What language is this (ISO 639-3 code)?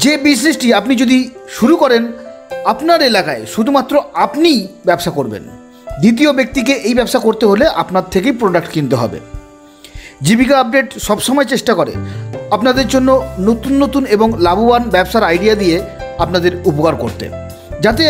ben